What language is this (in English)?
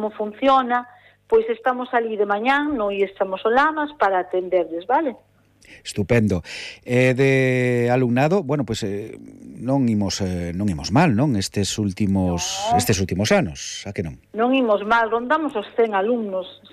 Galician